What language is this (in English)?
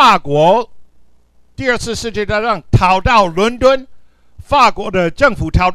Chinese